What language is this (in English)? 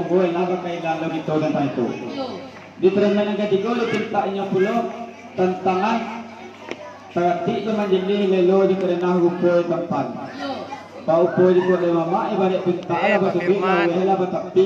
Minangkabau